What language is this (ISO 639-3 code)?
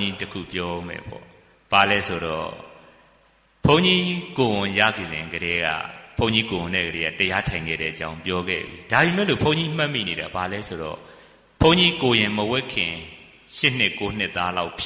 mya